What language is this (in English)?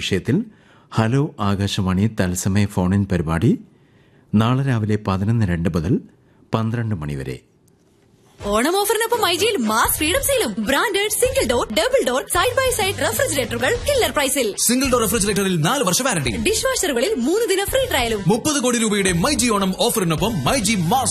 Malayalam